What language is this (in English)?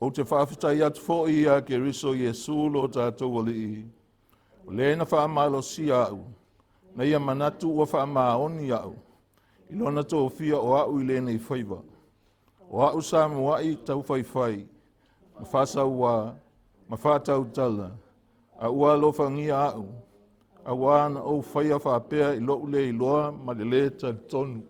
Samoan